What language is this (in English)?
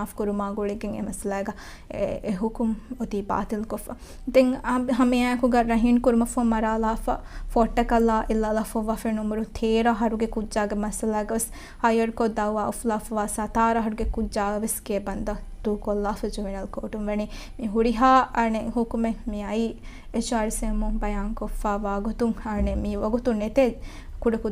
Divehi